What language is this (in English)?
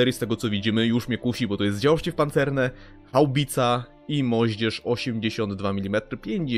Polish